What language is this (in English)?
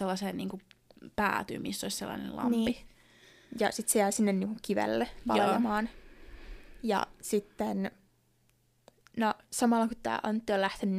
Finnish